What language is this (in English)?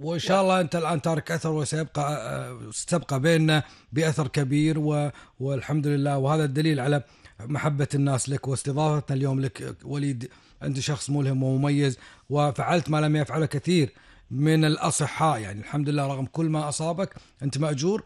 Gulf Arabic